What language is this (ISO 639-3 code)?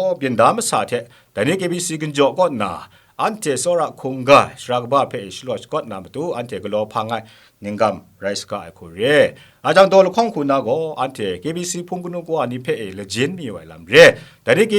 kac